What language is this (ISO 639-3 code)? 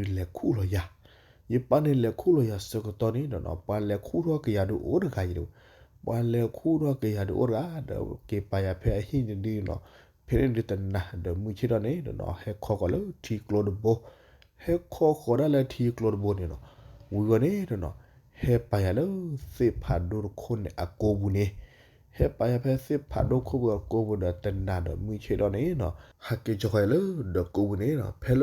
ksw